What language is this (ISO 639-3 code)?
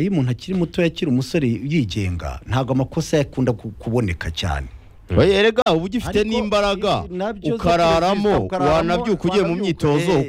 kin